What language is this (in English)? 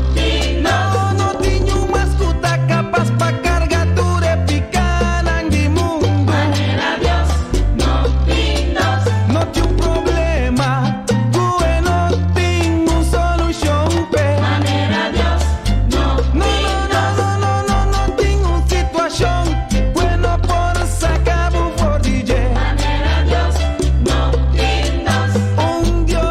Papiamento